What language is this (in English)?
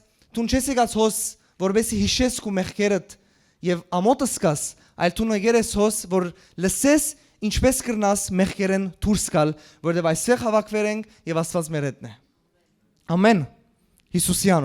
Western Armenian